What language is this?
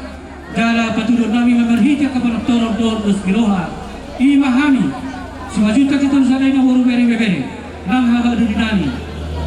Batak Toba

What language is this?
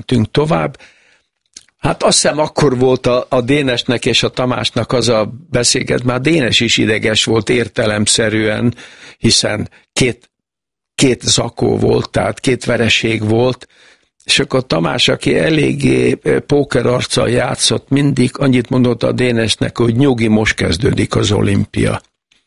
Hungarian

